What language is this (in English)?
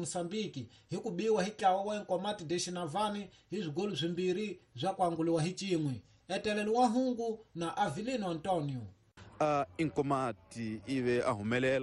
Tsonga